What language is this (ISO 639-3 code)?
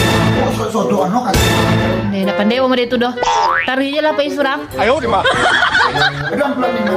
min